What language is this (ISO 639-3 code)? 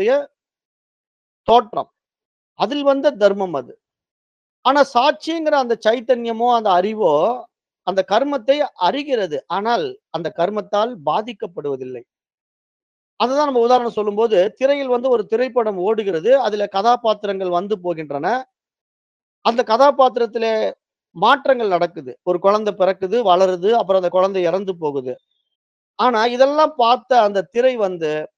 tam